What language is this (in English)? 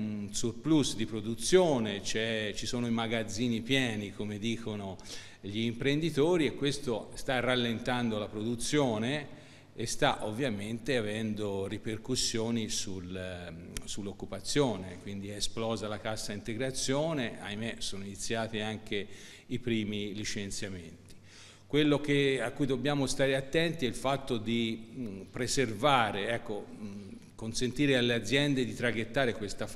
Italian